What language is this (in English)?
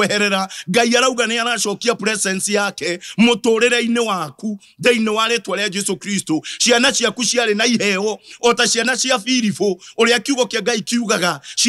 Kikuyu